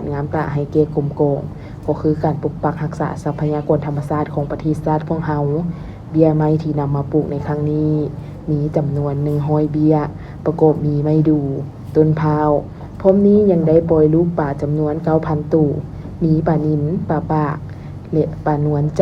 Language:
Lao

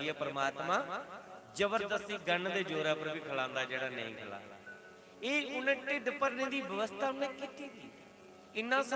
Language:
Dogri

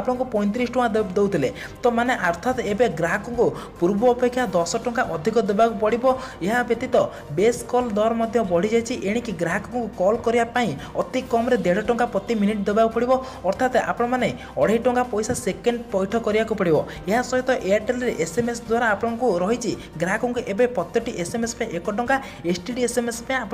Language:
Odia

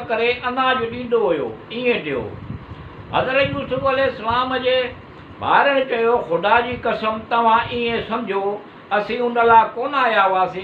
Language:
Sindhi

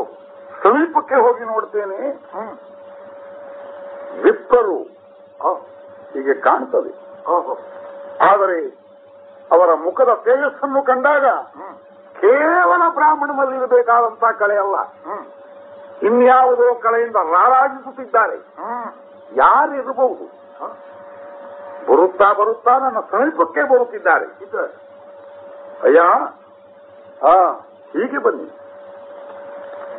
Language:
Kannada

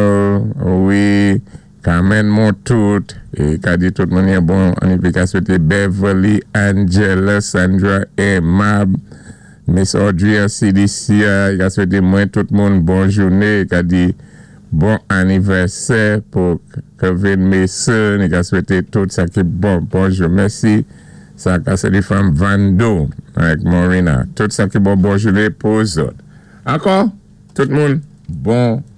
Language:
Saint Lucian Creole French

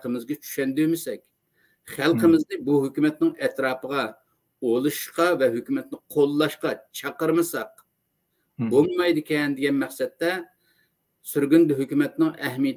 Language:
Uyghur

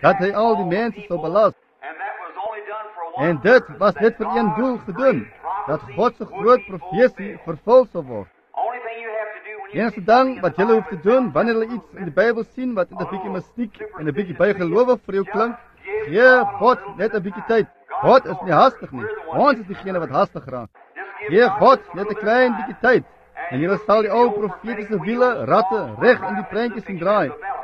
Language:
Afrikaans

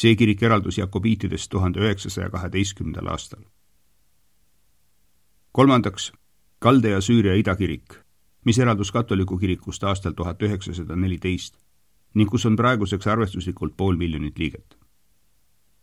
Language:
Estonian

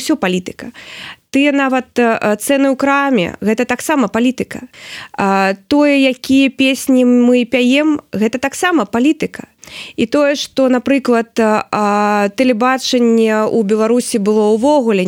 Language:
Belarusian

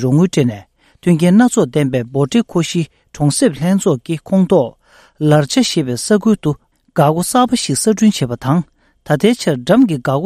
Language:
Tibetan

